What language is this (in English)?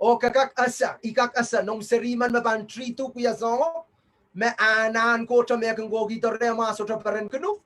Pohnpeian